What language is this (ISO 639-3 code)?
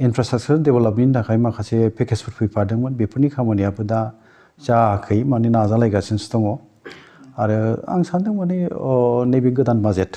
brx